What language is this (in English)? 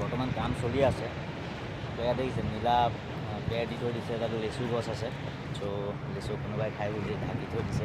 Assamese